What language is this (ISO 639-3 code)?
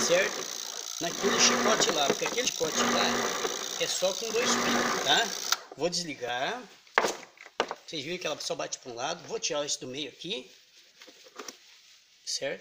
por